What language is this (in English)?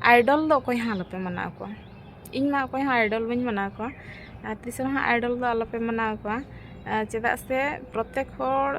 Santali